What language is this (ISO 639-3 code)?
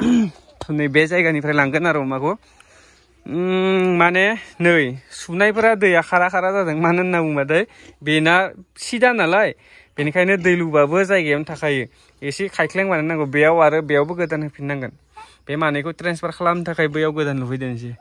brx